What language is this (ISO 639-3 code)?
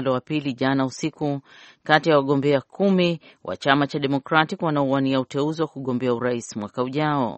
swa